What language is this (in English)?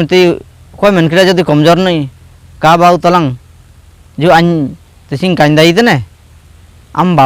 Ho